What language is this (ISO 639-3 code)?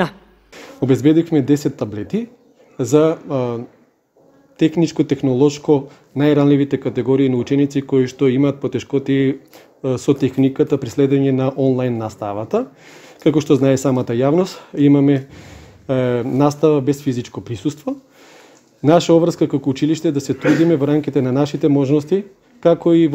mkd